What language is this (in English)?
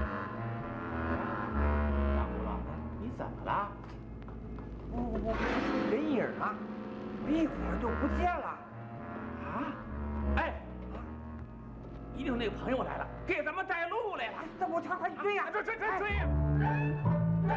Chinese